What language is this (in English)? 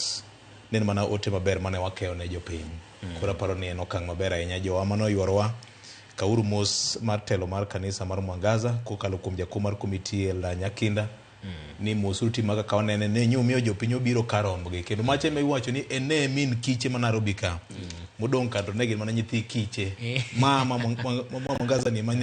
Luo (Kenya and Tanzania)